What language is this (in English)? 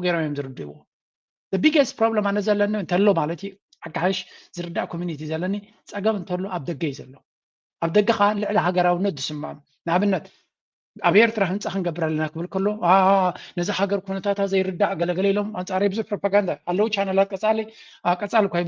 Tigrinya